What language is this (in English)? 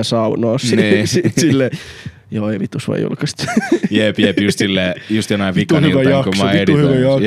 Finnish